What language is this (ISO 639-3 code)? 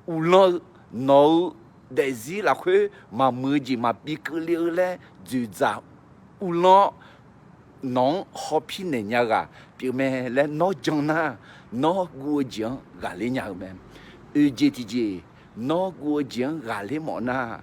ahk